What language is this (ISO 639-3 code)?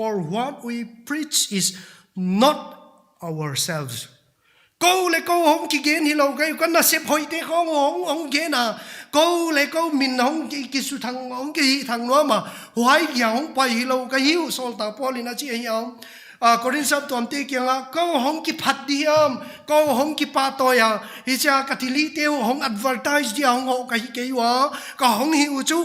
pck